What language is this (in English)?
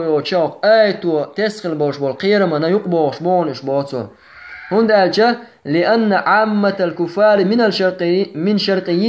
Chechen